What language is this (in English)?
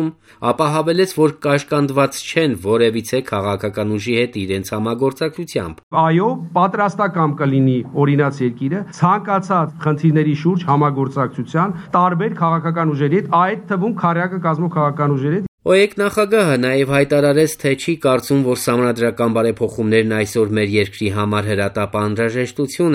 Armenian